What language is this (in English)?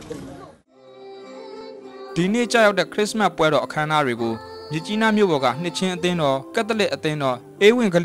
Burmese